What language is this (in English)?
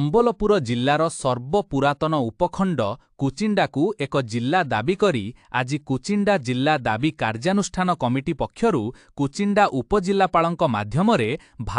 Odia